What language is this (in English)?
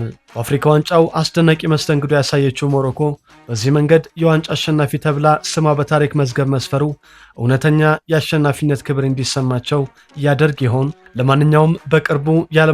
Amharic